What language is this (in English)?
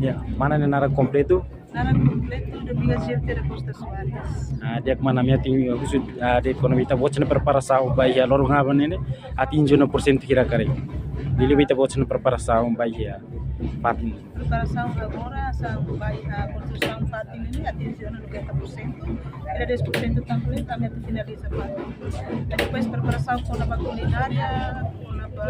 Tetum